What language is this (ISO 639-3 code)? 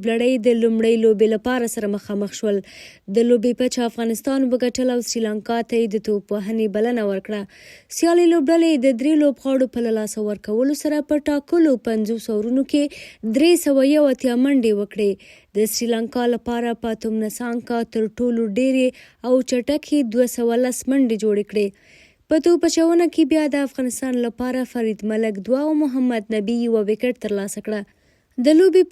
pus